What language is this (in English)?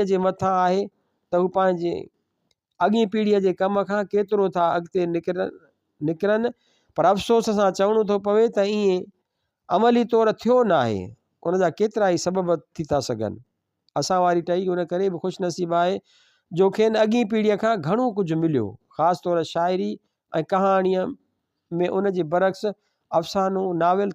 Sindhi